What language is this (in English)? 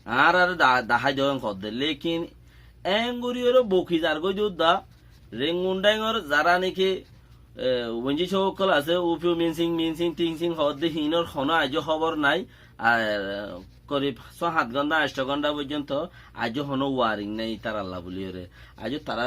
Rohingya